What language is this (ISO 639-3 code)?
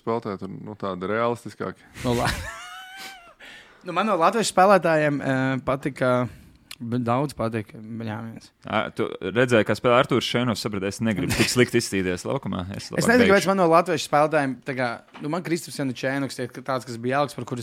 lav